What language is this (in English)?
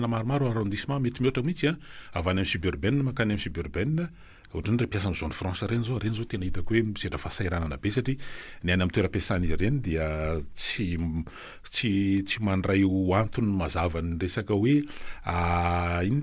Malagasy